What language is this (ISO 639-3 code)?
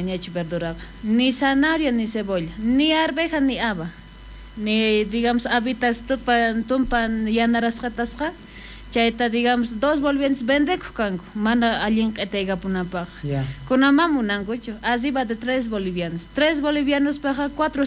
quh